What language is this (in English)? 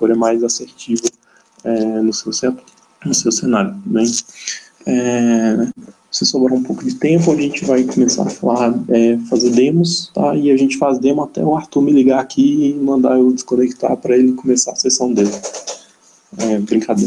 Portuguese